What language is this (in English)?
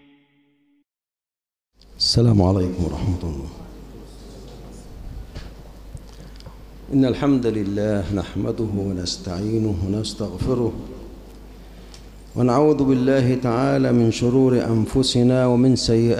Arabic